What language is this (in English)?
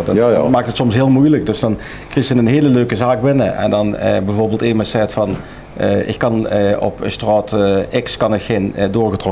Limburgish